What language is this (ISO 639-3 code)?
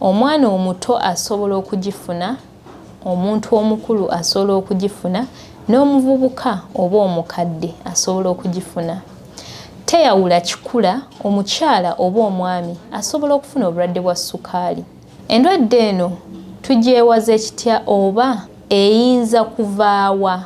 lug